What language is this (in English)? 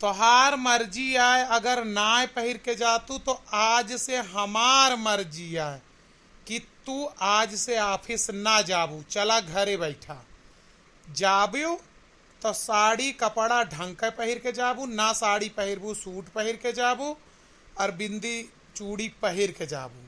Awadhi